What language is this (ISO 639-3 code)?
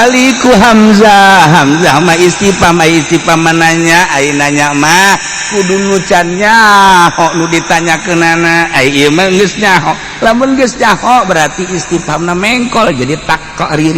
sun